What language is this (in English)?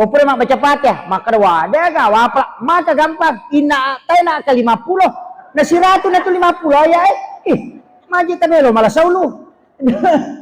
Buginese